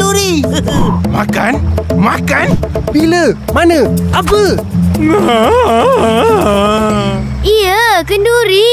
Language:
Malay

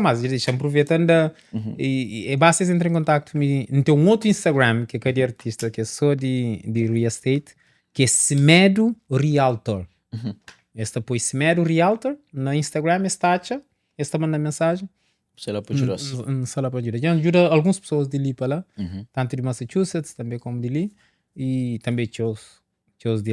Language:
Kabuverdianu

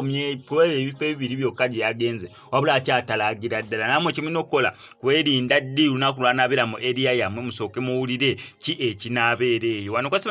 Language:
Ganda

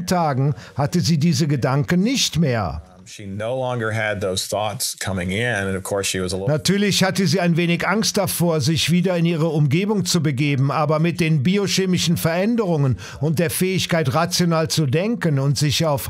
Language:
German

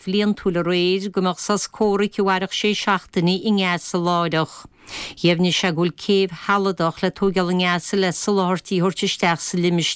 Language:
Irish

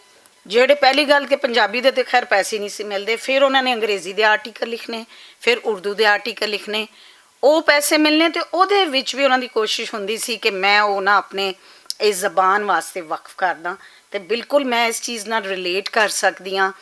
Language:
Western Panjabi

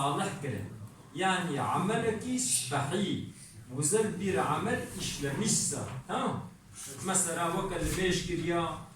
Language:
Kurdish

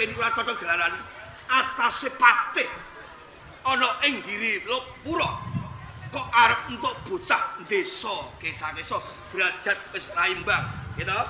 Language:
Javanese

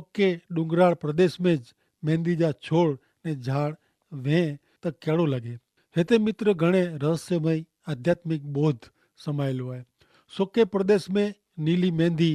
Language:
Kachhi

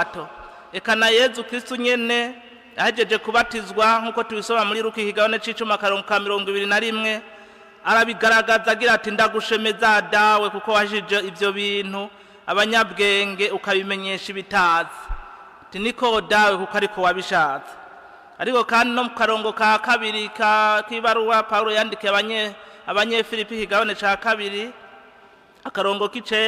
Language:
Rundi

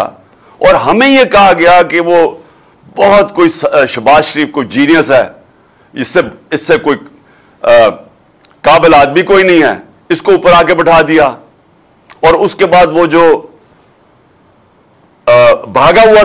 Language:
Urdu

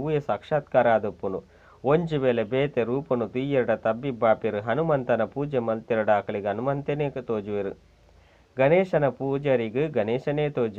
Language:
Tulu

